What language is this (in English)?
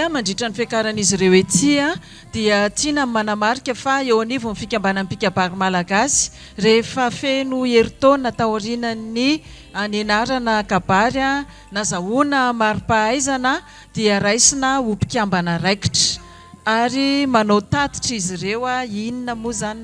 Malagasy